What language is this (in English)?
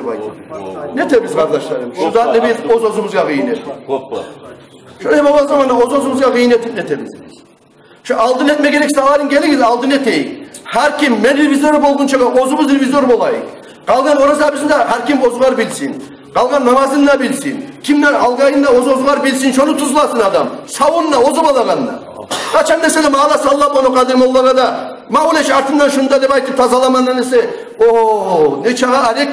Kumyk